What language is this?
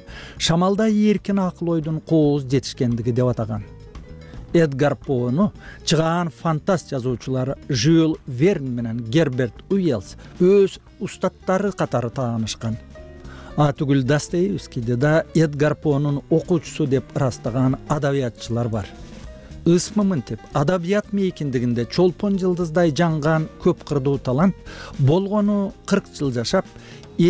Kyrgyz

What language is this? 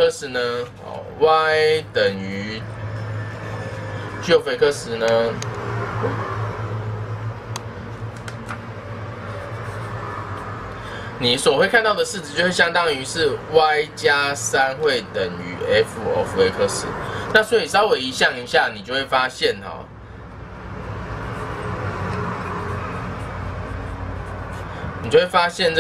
Chinese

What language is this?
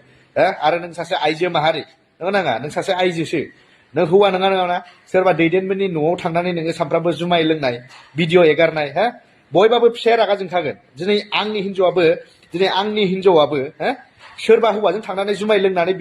Bodo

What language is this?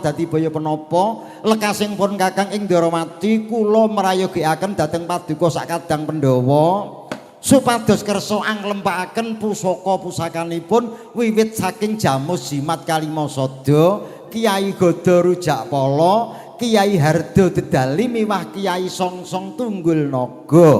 Javanese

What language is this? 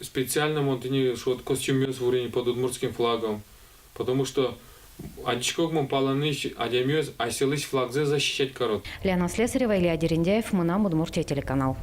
Udmurt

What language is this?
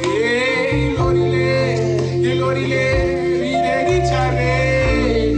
Tswana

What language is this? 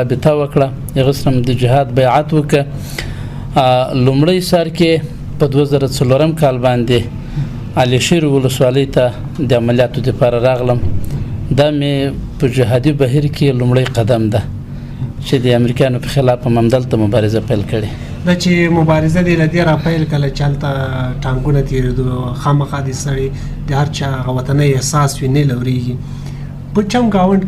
Pashto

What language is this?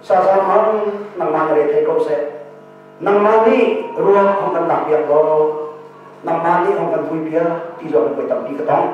Hakha Chin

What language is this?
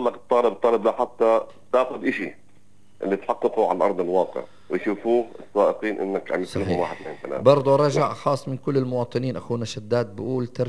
North Levantine Arabic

